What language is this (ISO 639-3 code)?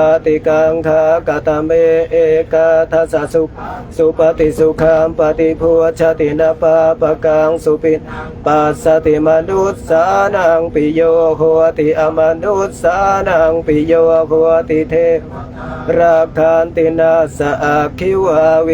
pli